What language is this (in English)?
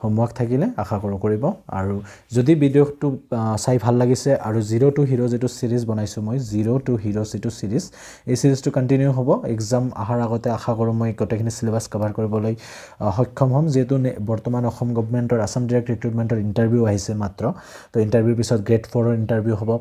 Assamese